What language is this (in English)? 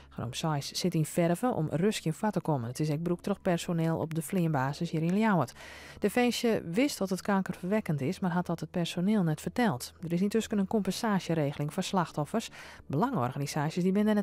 Western Frisian